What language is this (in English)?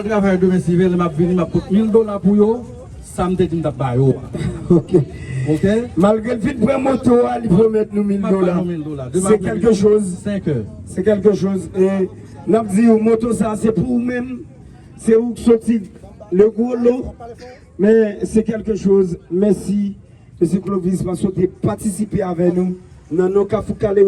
Haitian Creole